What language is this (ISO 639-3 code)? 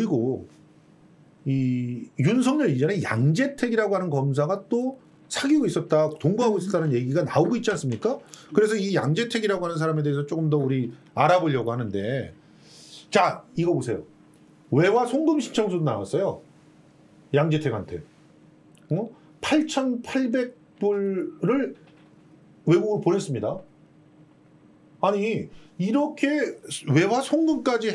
kor